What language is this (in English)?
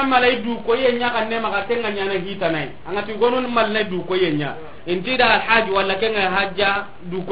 Soninke